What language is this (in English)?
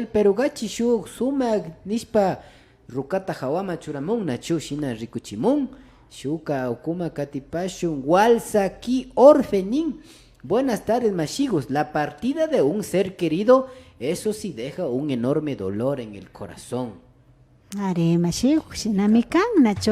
Imbabura Highland Quichua